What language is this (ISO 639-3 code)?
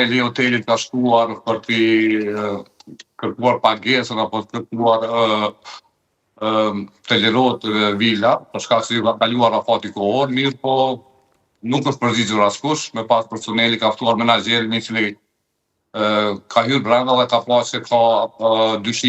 sqi